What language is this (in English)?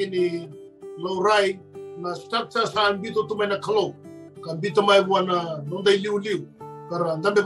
Fijian